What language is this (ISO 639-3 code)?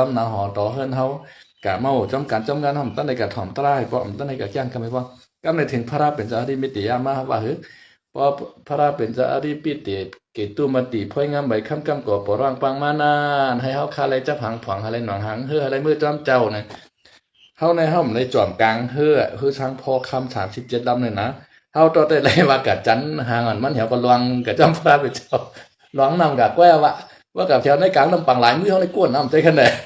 shn